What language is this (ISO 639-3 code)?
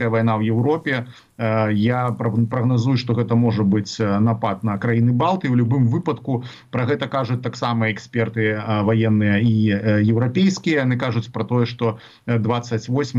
bel